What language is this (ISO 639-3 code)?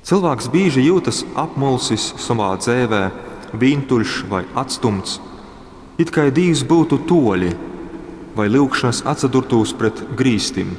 ltg